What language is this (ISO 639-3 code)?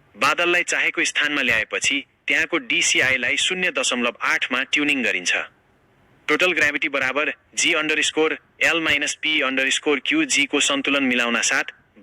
nep